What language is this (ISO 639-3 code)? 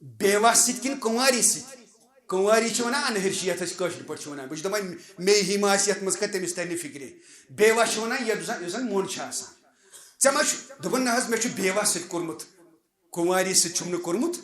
kas